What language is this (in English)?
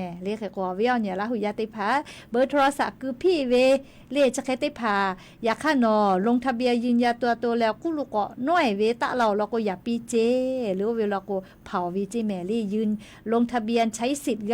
Lahu